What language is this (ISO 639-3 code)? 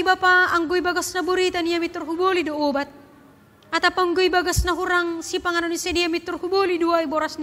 bts